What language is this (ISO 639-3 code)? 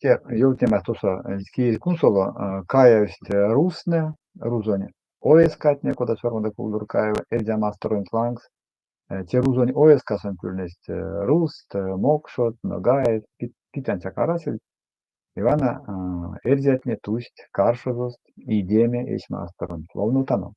myv